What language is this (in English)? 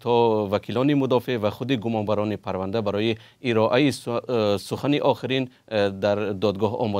Tajik